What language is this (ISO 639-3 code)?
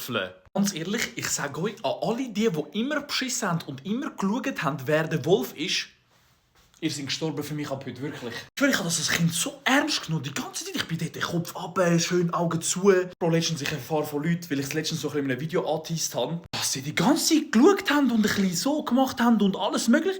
gsw